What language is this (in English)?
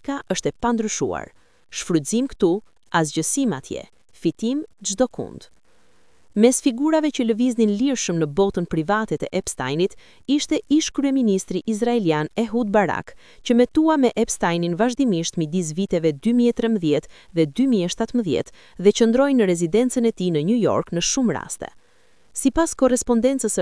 Albanian